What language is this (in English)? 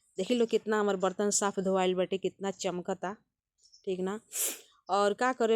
Bhojpuri